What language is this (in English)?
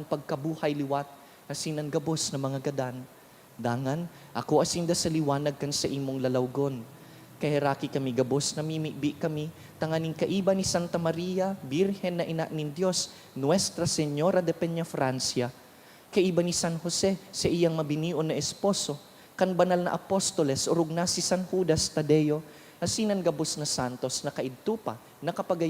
Bikol